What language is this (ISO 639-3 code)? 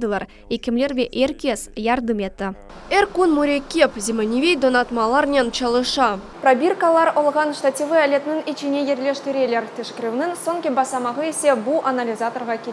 crh